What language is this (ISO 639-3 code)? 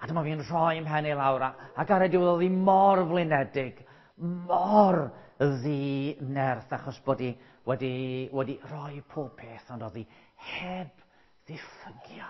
cym